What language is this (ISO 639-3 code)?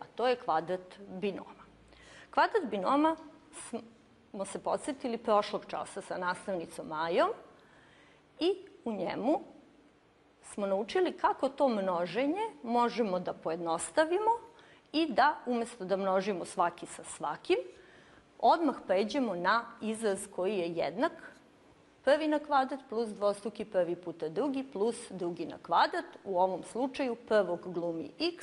srp